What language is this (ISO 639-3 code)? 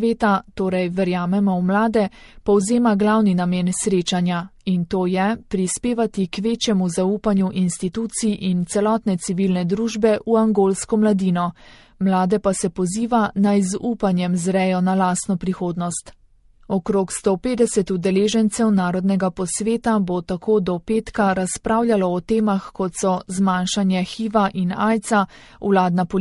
slv